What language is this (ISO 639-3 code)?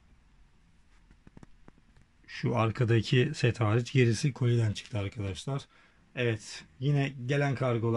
tur